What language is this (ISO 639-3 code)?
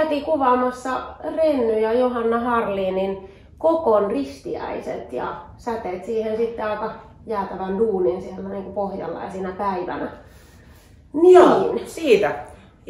fin